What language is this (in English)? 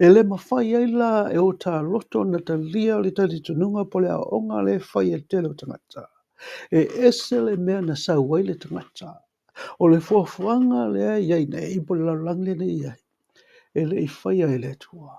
Samoan